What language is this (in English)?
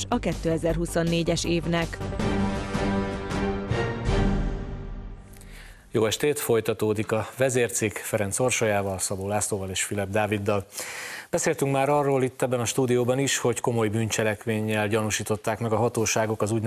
Hungarian